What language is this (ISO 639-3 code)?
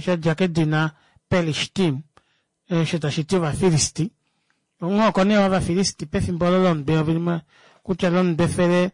kua